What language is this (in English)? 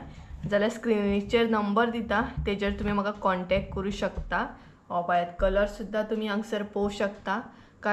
Konkani